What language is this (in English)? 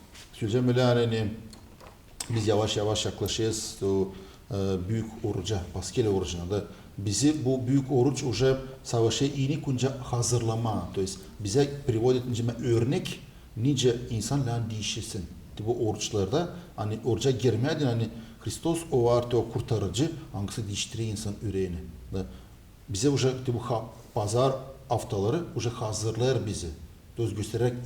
Gagauz